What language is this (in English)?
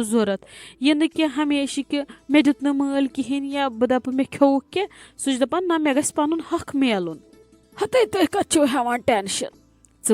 Kashmiri